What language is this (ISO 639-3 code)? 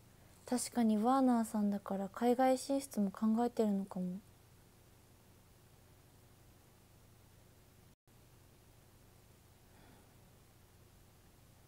jpn